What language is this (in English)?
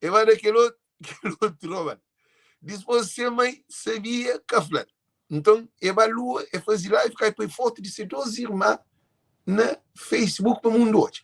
Kabuverdianu